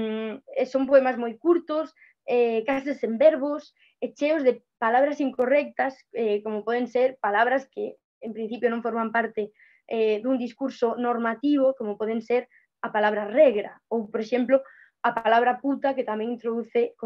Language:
Galician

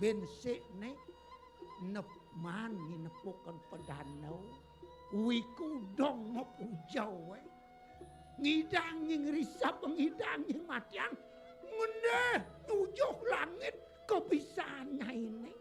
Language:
Balinese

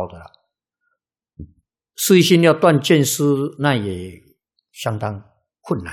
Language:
Chinese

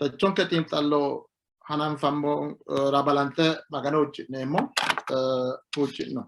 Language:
Sidamo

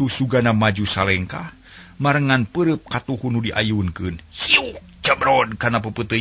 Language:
Sundanese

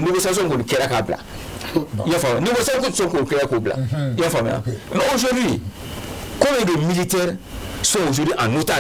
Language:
Bambara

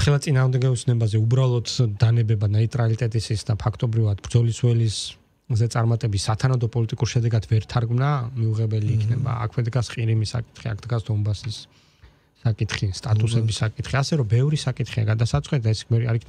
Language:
Georgian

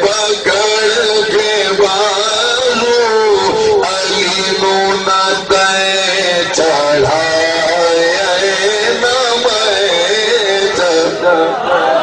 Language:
Saraiki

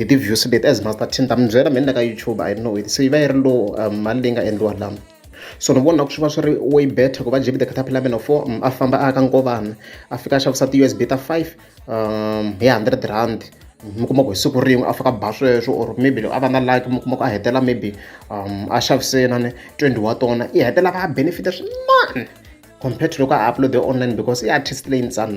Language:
Tsonga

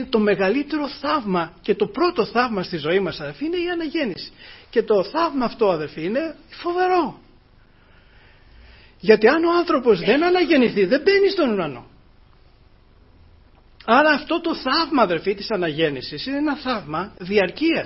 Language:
Greek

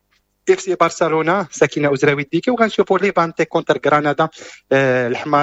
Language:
Moroccan Arabic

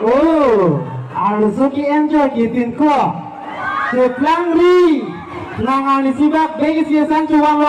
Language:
Karbi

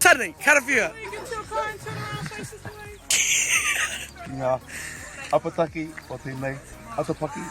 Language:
Māori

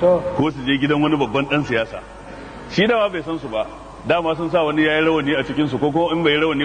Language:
Hausa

